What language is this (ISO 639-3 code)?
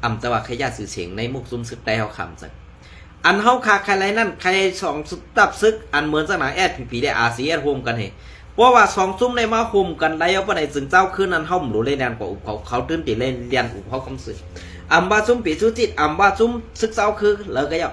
shn